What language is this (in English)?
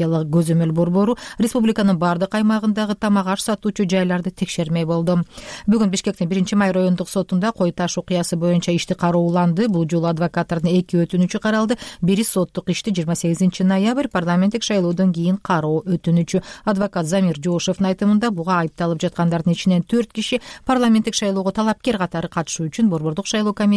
Kyrgyz